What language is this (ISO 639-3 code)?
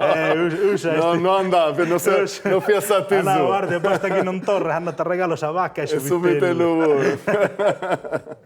srd